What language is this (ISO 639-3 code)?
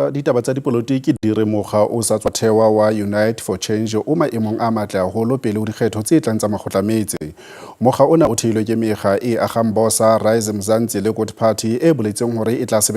sot